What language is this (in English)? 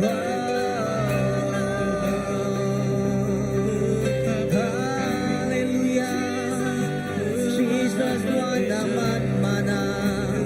Iban